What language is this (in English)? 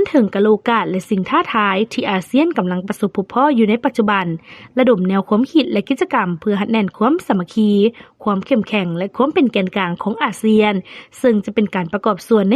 Lao